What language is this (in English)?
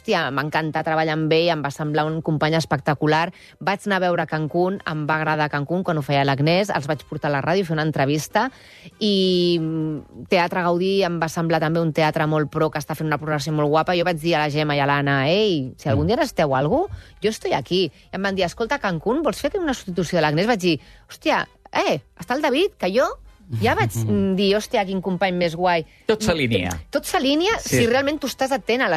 Catalan